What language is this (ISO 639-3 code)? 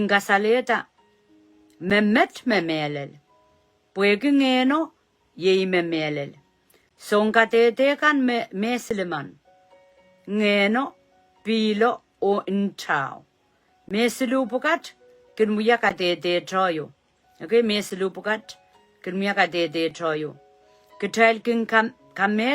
pon